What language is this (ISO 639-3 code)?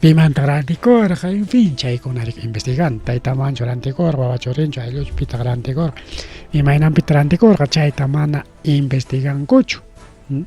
quy